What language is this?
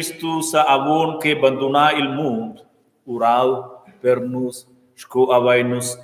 Romansh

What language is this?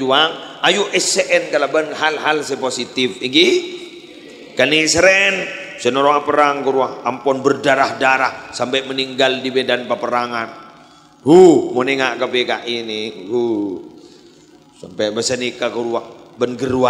Madurese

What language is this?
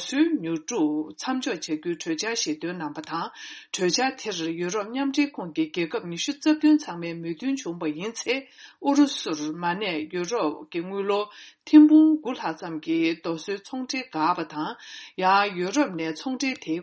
Tibetan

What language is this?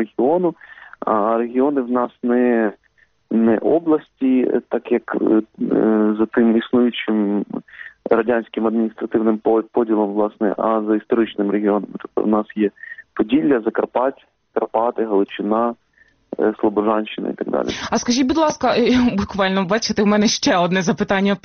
Ukrainian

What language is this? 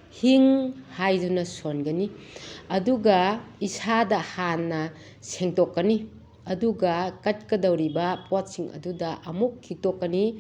Manipuri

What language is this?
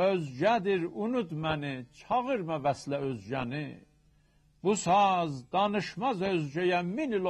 South Azerbaijani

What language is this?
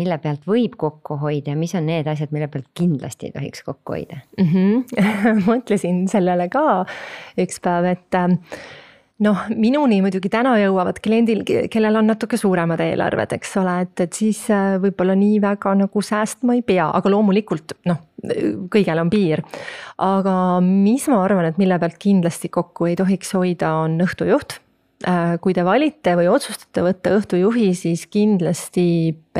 Estonian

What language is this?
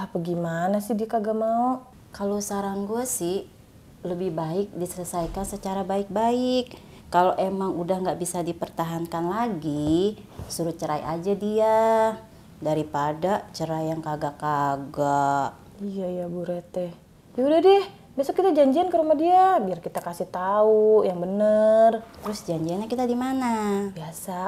Betawi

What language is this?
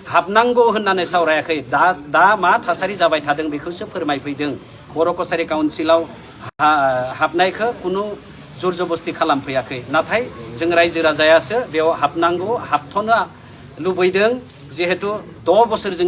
Bodo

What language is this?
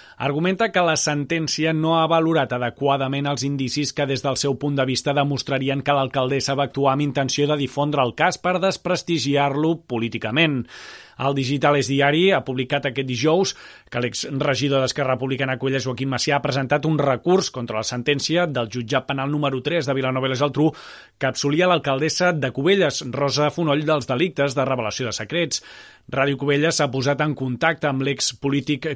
Catalan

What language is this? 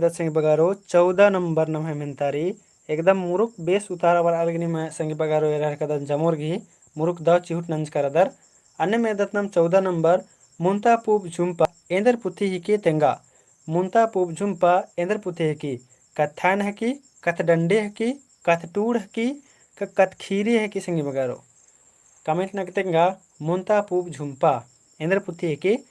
Kurukh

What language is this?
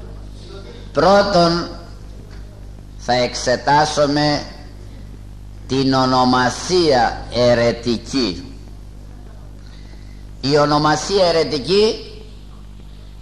Greek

